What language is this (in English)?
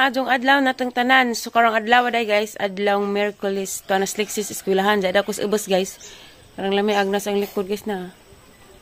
Cebuano